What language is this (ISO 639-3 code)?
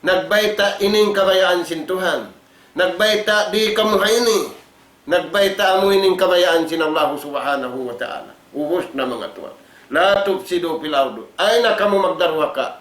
tsg